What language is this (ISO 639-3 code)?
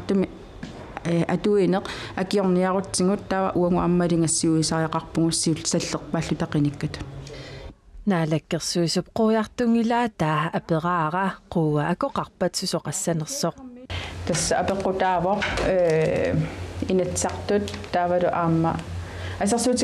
kal